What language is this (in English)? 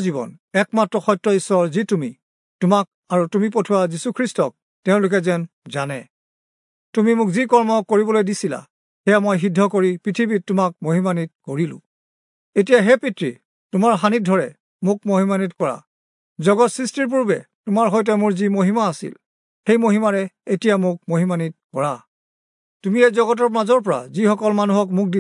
Assamese